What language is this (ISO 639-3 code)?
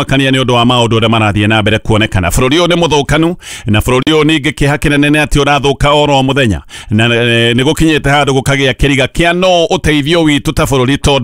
kik